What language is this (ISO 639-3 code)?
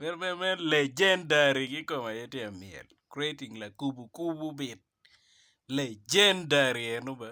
ach